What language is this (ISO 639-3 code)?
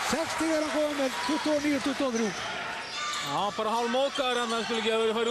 isl